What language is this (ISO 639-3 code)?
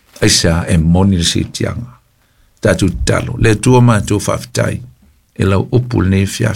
smo